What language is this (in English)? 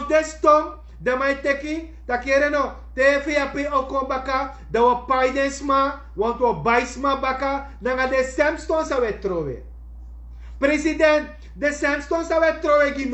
Sranan Tongo